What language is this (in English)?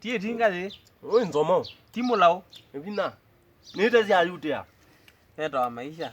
Kamba